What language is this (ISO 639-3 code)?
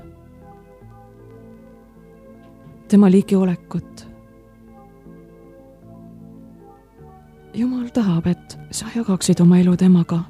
est